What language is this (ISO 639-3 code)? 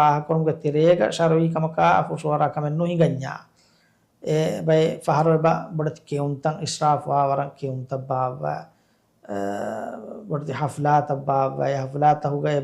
div